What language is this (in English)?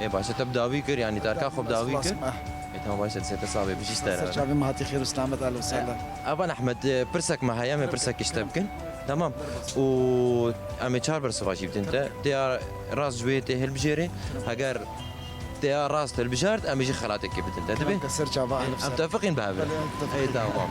Kurdish